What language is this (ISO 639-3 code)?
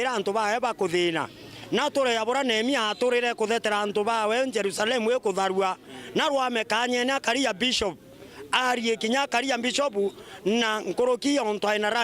mer